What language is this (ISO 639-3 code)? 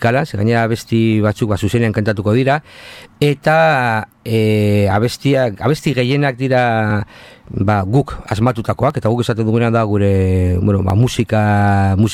eus